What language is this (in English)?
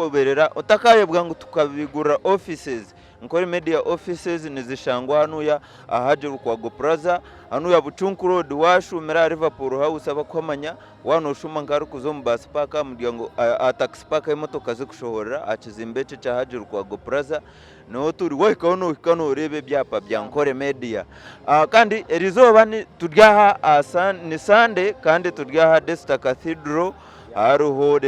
Nyankole